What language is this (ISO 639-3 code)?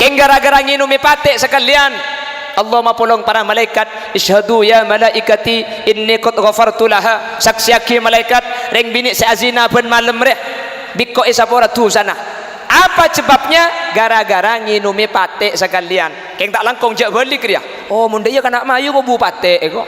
mad